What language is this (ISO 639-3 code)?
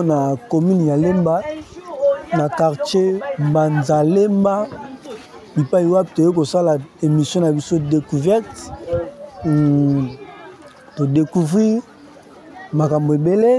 lin